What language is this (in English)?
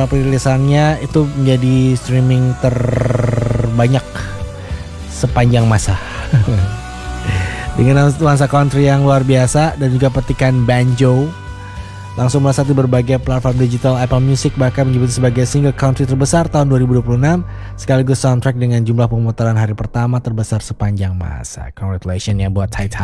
Indonesian